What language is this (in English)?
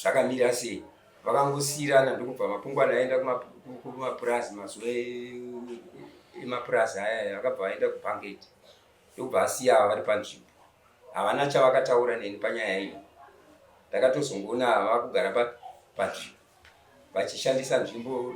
Shona